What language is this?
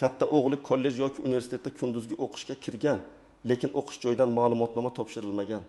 Uzbek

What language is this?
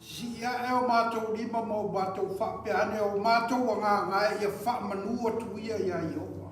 Samoan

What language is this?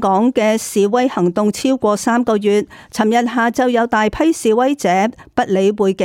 Cantonese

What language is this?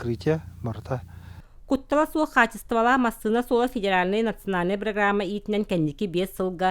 Yakut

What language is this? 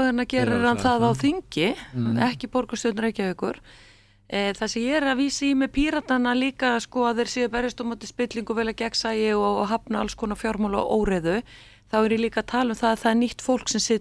Icelandic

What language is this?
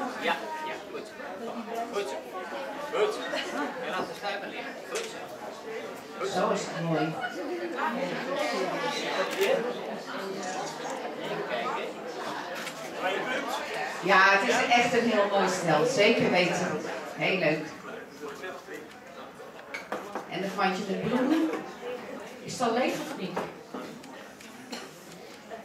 Dutch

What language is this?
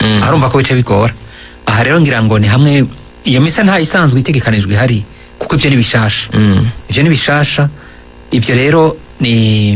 Rundi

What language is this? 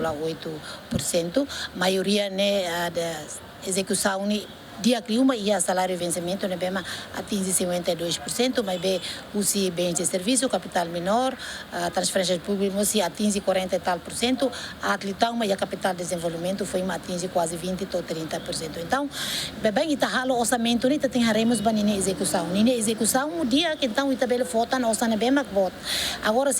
Tetum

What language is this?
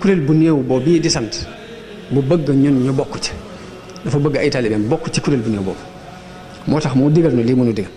Wolof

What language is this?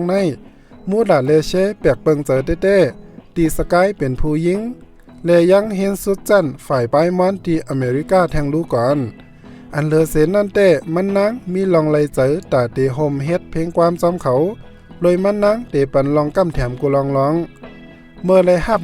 Shan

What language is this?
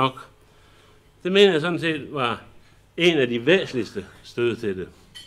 Danish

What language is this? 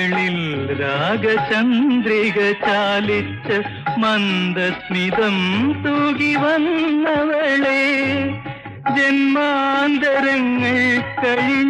Malayalam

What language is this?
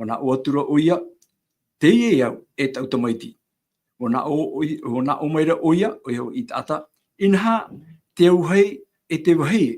Tahitian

